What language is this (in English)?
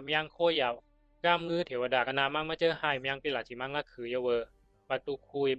Bisu